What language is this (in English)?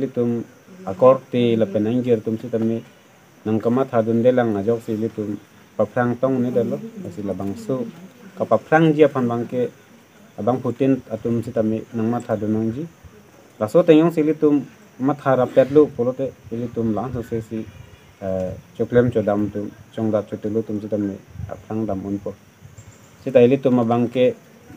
Karbi